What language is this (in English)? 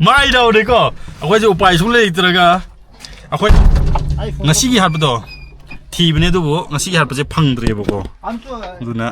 Manipuri